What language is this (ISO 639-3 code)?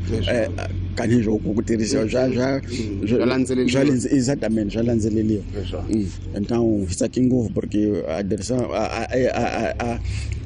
tso